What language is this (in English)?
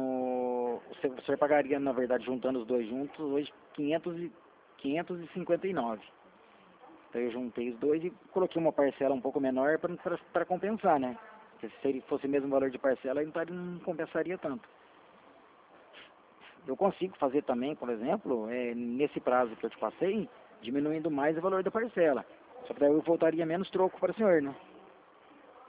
Portuguese